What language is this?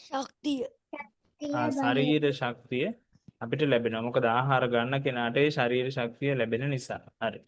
Sinhala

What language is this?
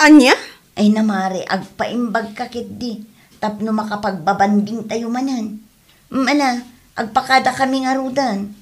Iloko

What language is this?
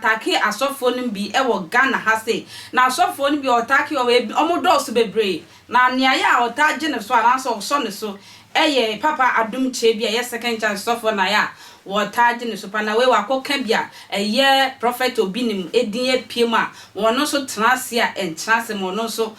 Akan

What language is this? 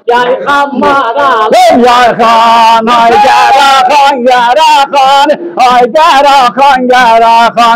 South Azerbaijani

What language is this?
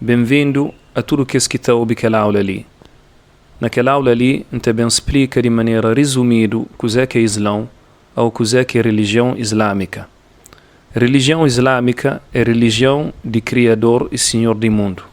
Kabuverdianu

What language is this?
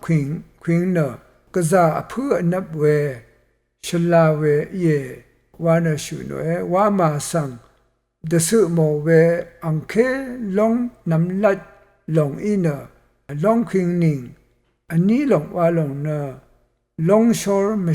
Rawang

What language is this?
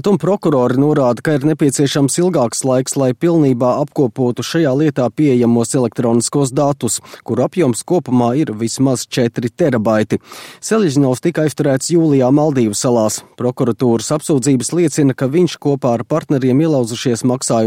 Latvian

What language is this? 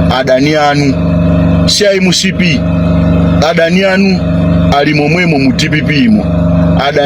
Nyanja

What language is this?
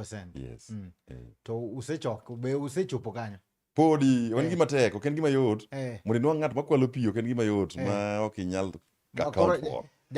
Luo (Kenya and Tanzania)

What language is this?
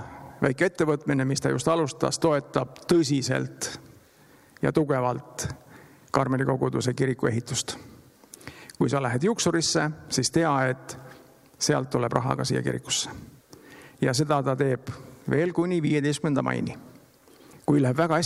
Estonian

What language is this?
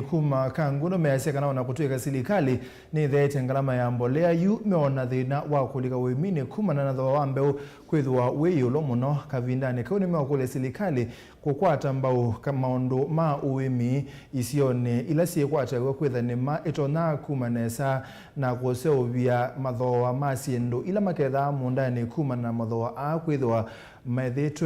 Kamba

